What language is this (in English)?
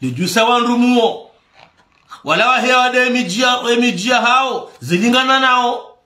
Ngazidja Comorian